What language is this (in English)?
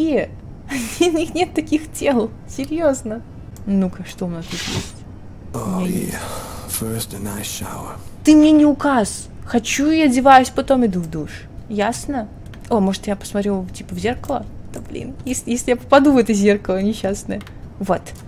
Russian